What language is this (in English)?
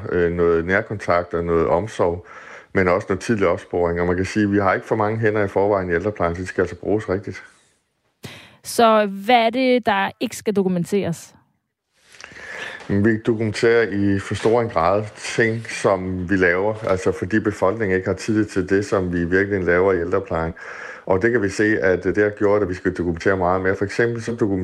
Danish